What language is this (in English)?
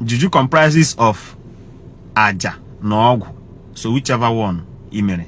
Igbo